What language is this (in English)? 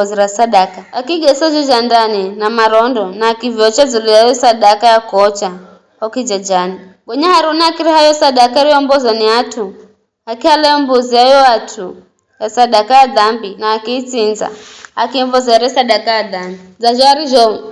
Giryama